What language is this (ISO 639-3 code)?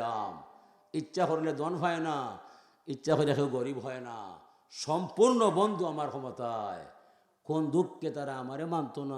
syl